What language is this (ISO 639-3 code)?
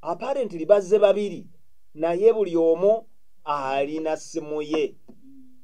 lug